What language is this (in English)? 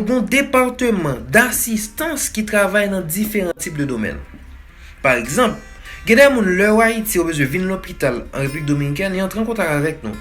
Haitian Creole